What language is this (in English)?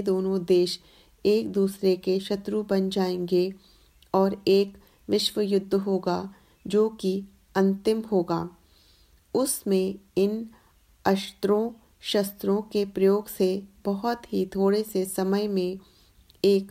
Hindi